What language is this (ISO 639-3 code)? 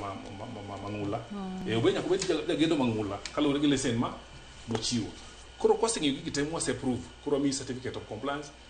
luo